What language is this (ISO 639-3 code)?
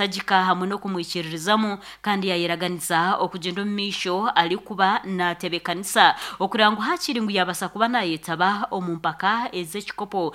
nyn